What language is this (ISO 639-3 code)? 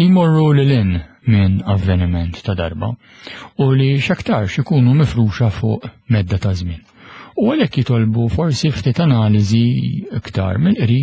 mlt